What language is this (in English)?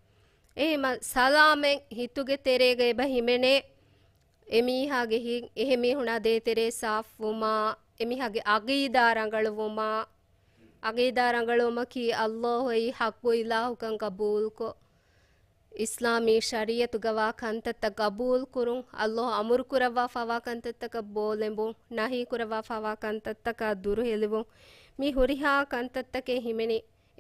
Divehi